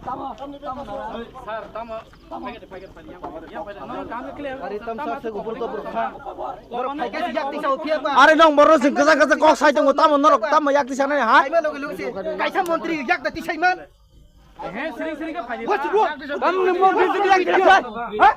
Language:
Kok Borok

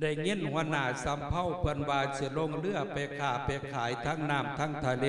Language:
Lao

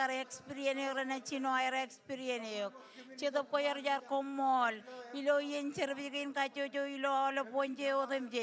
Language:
Marshallese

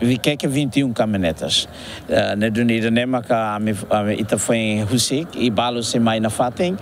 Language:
Tetum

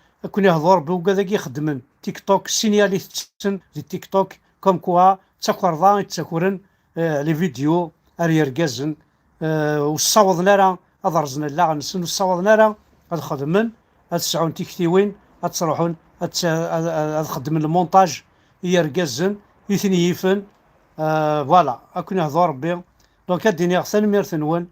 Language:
Kabyle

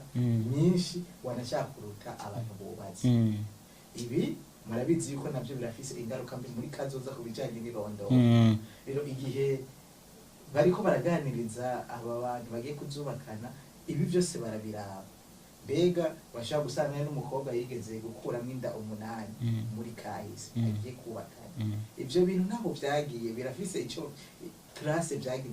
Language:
Rundi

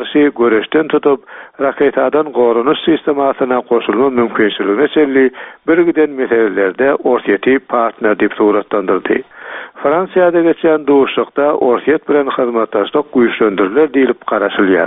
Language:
Turkmen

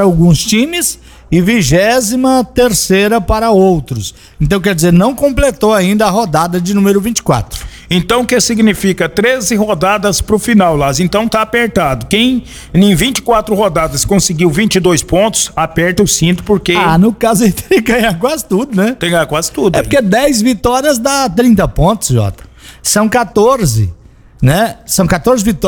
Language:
Portuguese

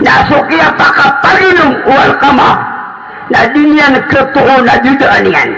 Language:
Maranao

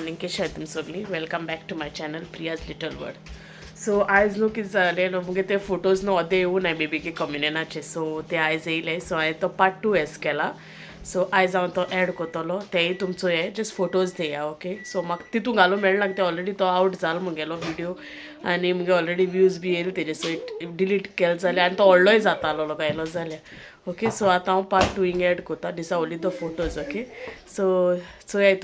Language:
Konkani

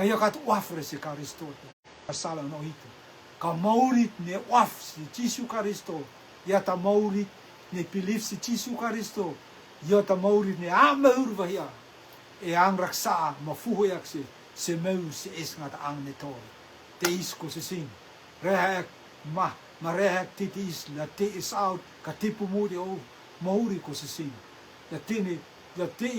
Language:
Rotuman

